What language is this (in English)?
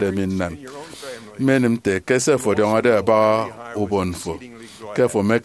Efik